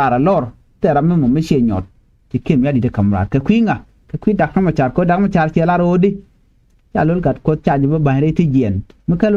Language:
Nuer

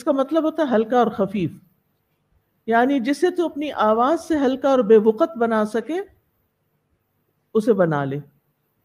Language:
Urdu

